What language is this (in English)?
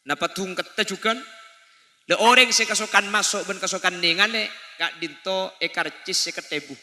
Madurese